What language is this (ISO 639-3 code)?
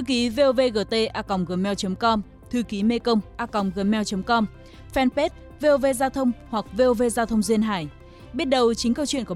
vie